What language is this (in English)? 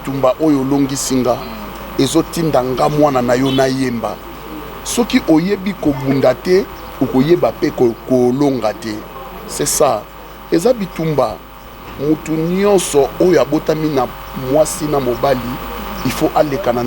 Lingala